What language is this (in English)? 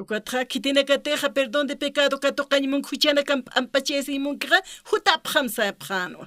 Aymara